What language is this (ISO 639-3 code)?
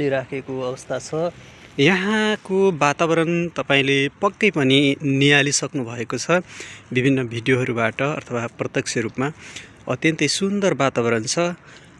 nep